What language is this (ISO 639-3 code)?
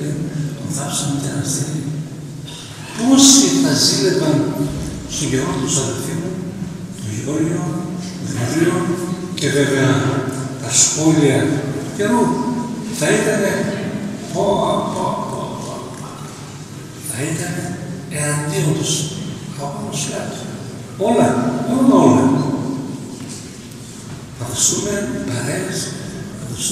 ell